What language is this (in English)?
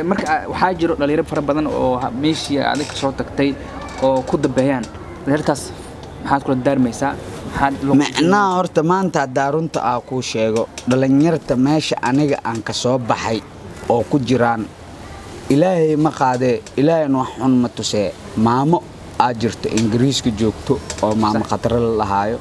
Somali